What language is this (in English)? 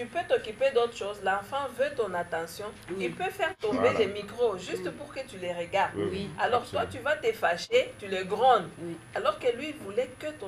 French